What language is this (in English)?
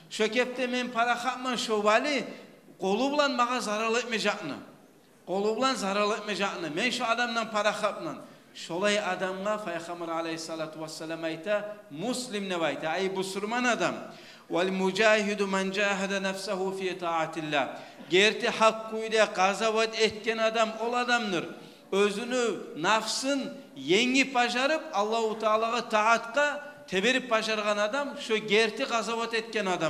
Kumyk